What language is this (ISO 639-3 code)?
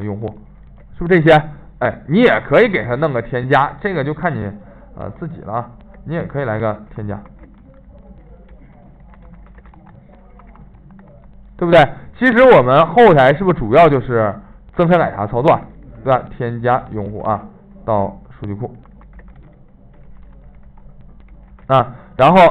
zho